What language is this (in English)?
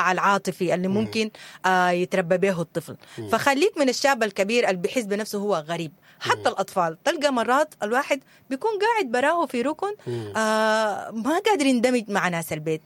Sudanese Arabic